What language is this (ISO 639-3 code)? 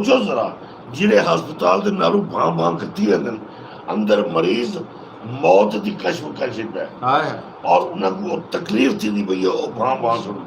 skr